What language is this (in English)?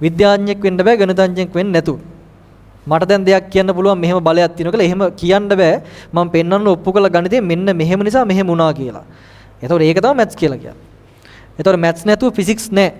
Sinhala